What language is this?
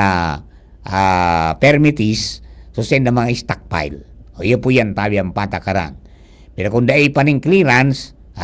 Bikol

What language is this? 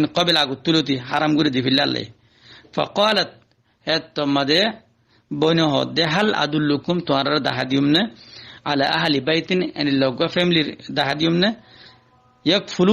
Rohingya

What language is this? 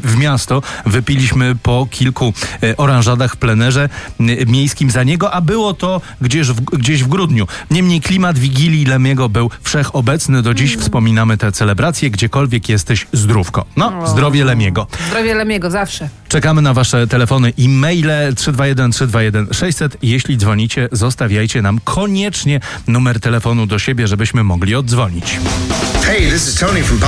Polish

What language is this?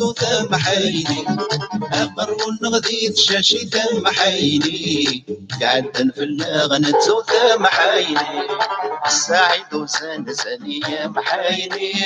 Kabyle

